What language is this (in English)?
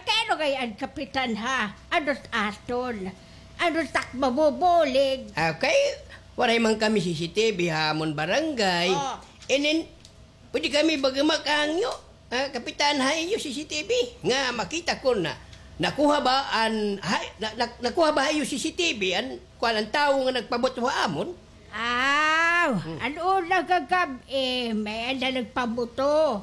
Waray